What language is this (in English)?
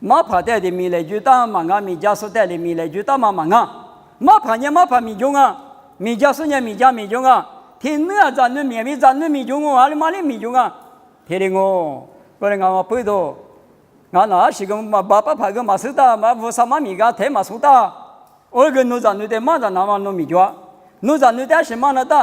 Lisu